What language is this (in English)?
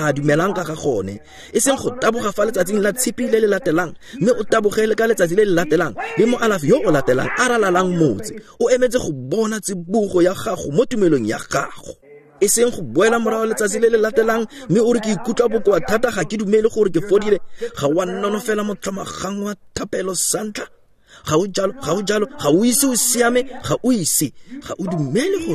Tswana